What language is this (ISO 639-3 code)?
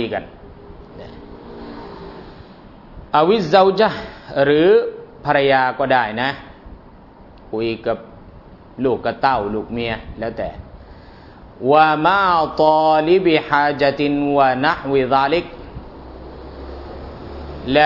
tha